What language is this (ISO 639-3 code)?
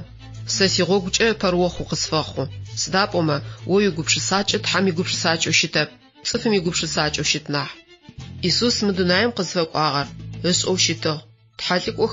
ady